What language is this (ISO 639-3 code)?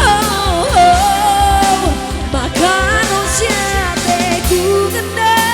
btx